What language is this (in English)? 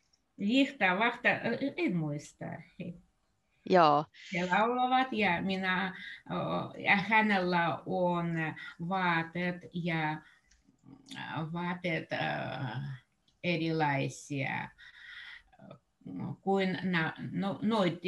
Finnish